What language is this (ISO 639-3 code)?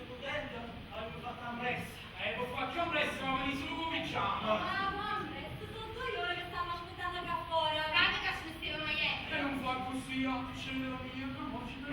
nap